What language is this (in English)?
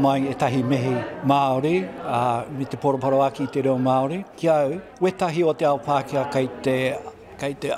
Māori